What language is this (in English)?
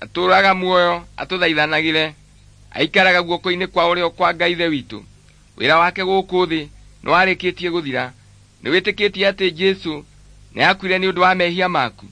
Kikuyu